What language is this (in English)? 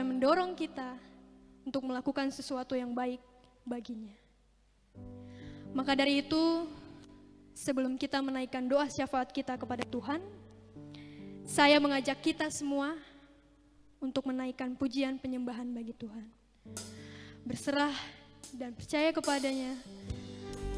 Indonesian